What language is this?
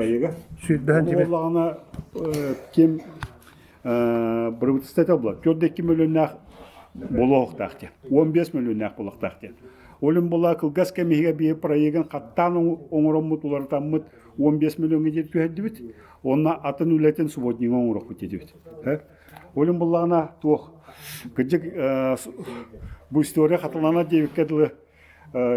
Yakut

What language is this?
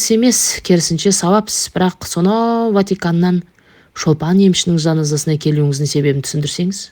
Kazakh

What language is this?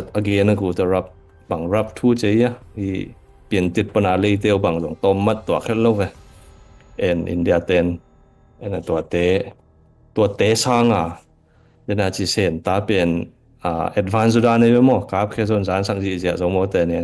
Tedim Chin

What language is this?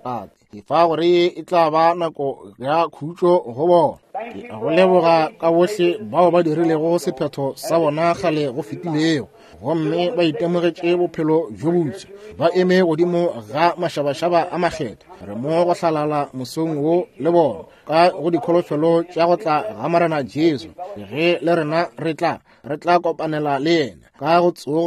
Northern Sotho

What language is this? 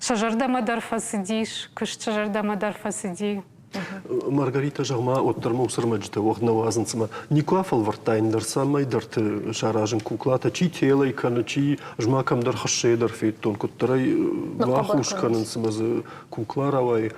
Ossetic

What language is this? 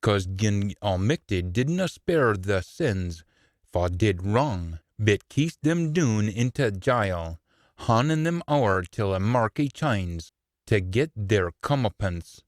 Scots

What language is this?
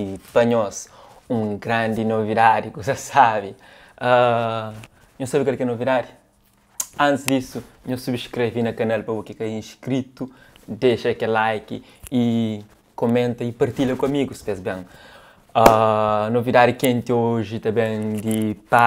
Kabuverdianu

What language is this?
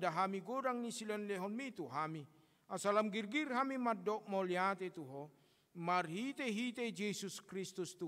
Batak Toba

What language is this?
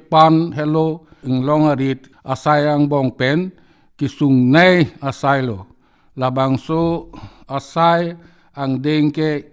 Karbi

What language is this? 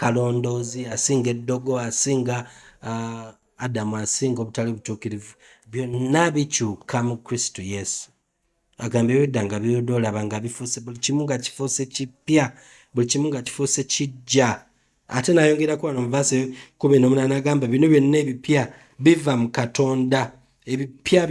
Ganda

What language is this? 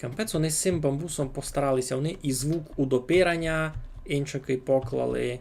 Rusyn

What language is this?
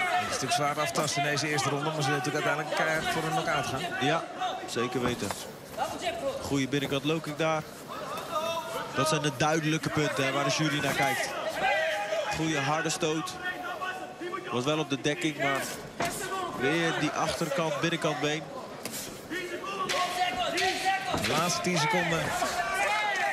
Dutch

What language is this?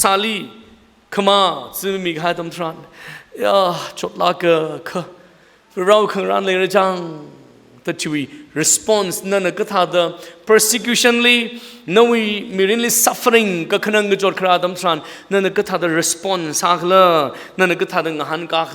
Tangkhul Naga (India)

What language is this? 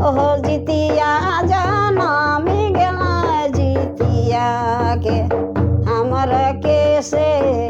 Sadri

